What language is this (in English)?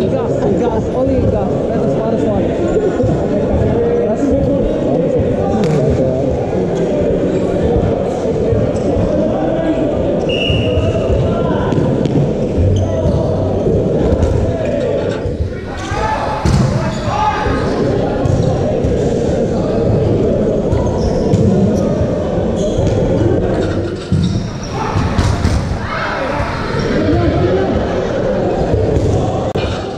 English